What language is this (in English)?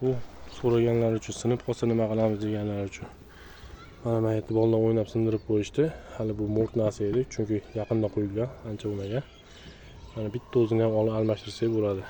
Uzbek